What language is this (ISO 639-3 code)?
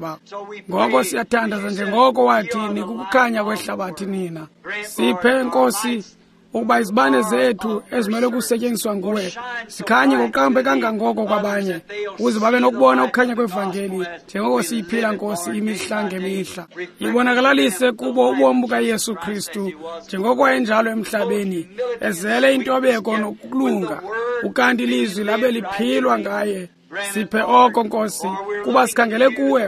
xho